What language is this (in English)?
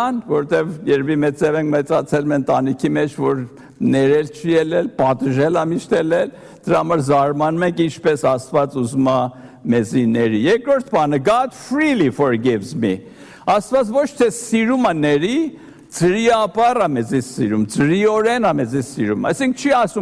Armenian